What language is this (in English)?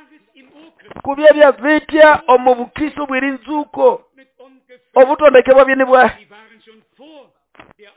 Nande